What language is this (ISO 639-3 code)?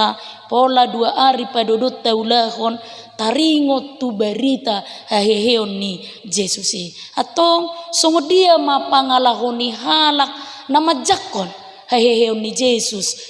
bbc